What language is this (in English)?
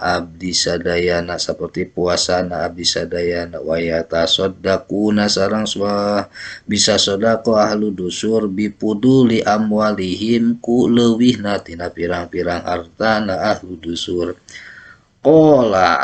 Sundanese